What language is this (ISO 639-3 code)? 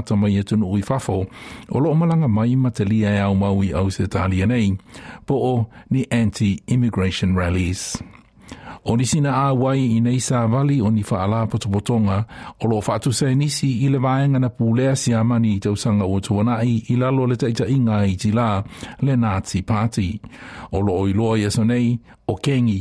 smo